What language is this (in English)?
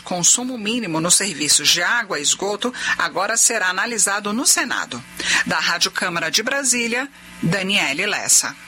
Portuguese